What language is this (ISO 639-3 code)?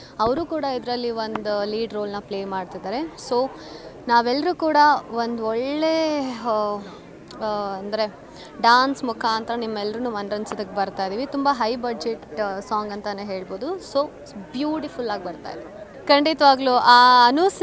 kan